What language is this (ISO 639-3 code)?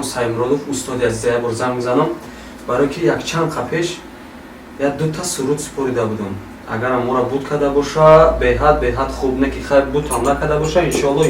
tgk